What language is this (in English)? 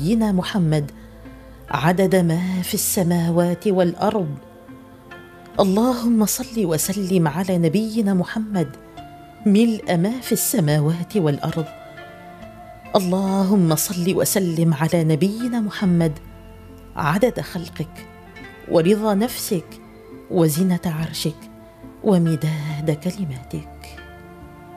Arabic